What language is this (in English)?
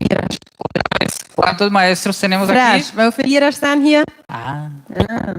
Plautdietsch